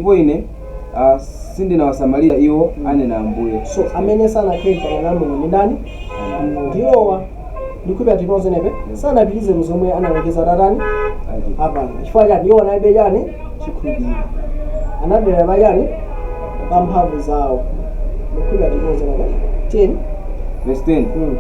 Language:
Nyanja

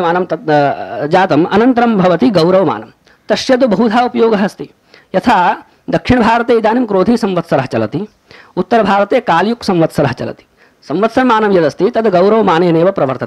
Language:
Sanskrit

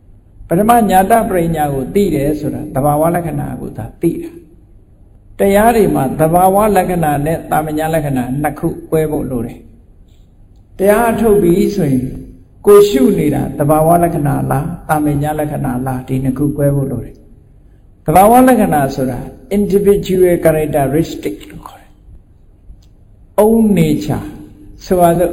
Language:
Burmese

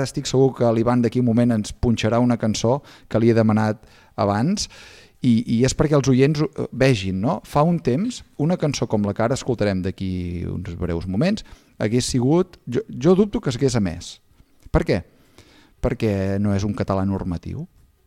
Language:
Catalan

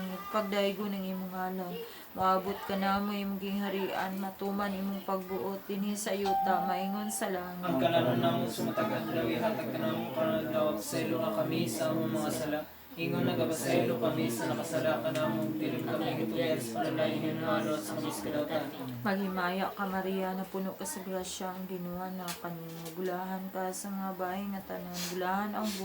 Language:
Cebuano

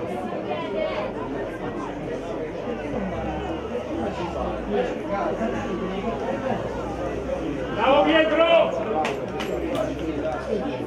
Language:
Italian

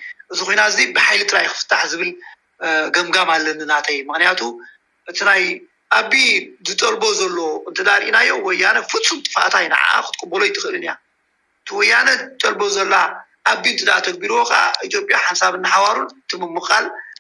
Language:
Tigrinya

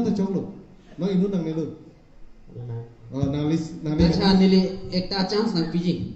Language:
Karbi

